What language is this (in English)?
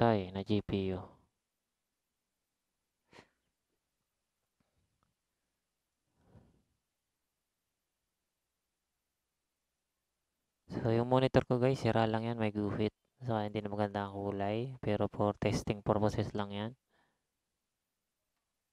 Filipino